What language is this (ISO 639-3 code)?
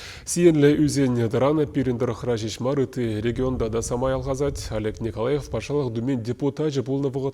chv